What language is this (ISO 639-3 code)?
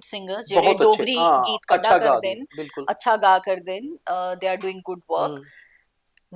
doi